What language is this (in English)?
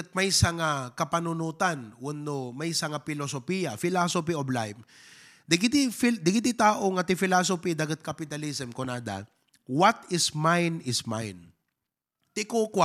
Iloko